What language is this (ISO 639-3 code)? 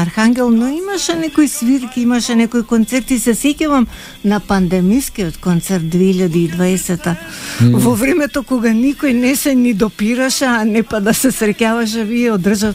mkd